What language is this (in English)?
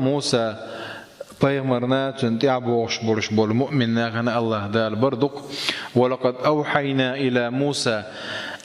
Chechen